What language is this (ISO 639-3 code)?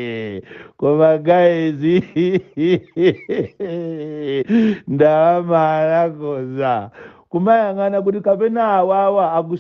nya